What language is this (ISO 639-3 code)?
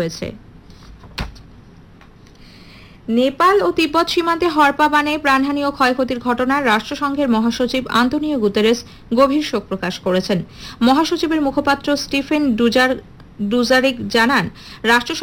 ben